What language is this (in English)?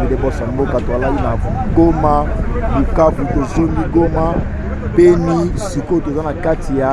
Lingala